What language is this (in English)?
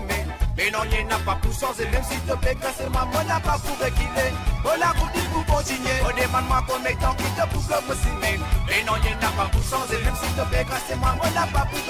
Morisyen